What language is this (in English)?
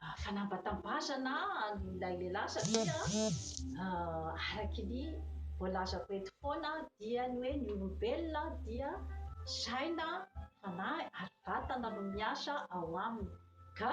Malagasy